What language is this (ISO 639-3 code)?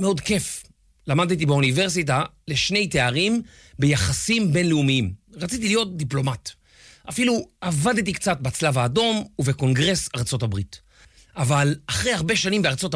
heb